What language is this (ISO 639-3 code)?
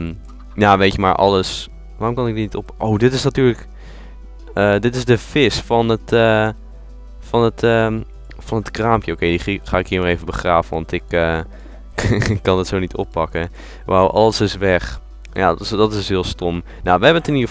nld